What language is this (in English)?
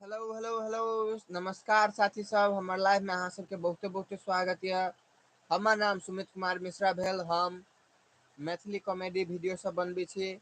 Maithili